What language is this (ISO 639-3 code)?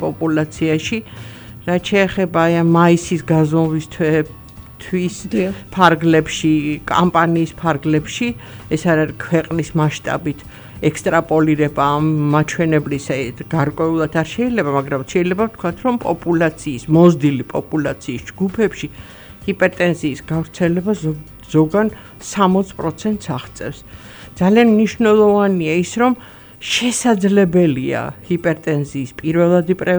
kat